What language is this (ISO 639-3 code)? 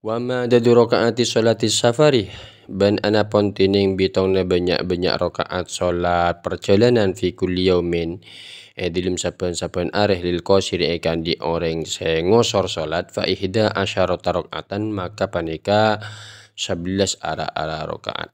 mad